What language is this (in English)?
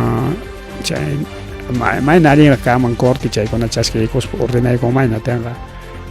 Ayacucho Quechua